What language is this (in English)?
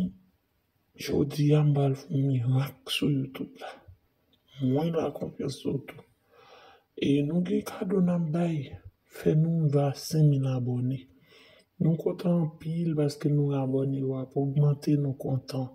Haitian Creole